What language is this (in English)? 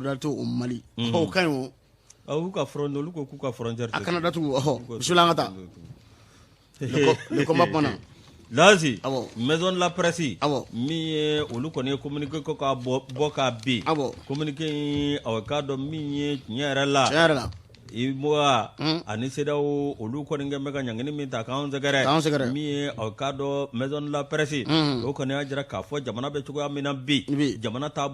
Bambara